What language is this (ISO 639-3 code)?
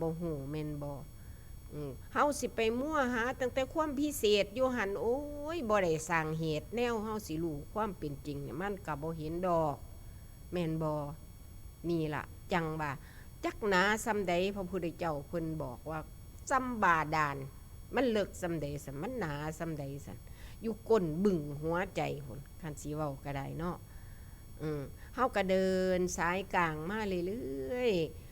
tts